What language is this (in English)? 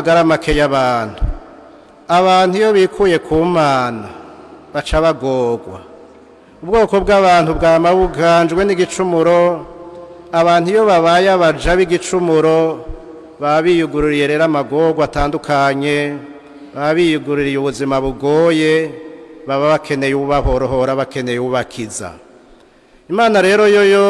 Rundi